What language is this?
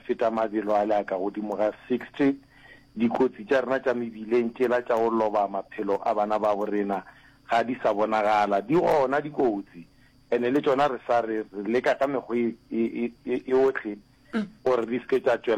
Northern Sotho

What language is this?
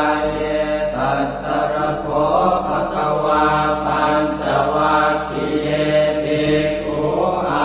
Pali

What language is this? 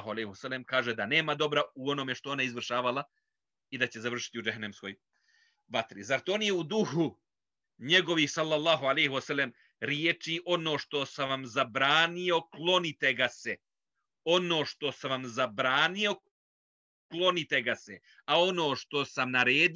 Bosnian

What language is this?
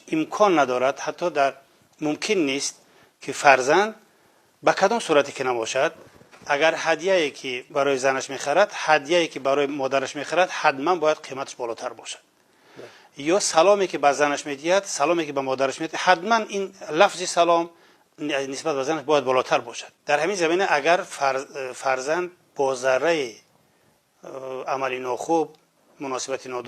Tajik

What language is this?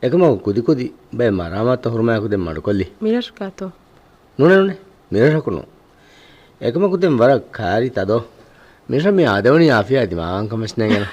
Divehi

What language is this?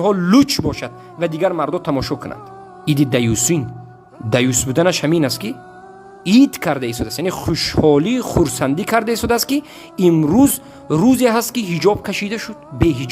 Tajik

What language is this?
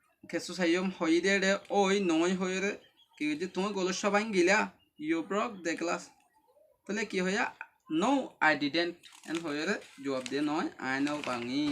Rohingya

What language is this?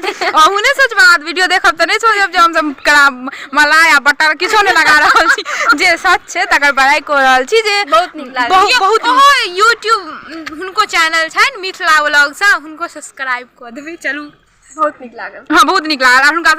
Maithili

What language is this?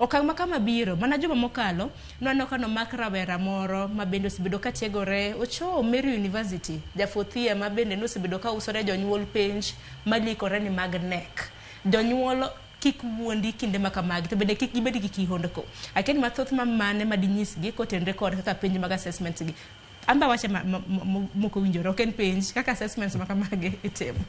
Luo (Kenya and Tanzania)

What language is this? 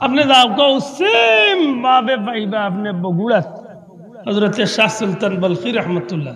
Sylheti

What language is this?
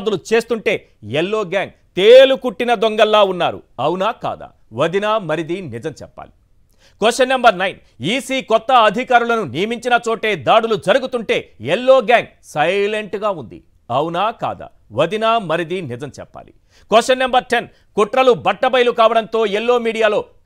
Telugu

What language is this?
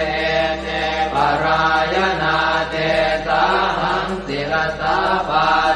Pali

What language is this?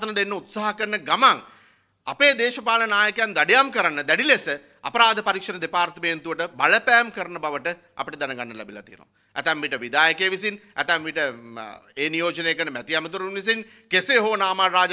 Sinhala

